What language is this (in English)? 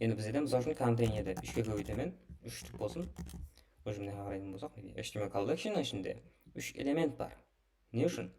Kara-Kalpak